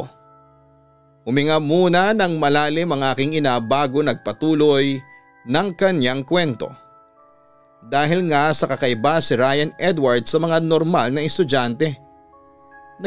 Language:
Filipino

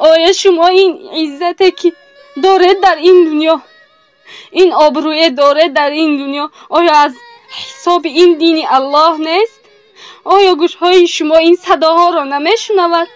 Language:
Persian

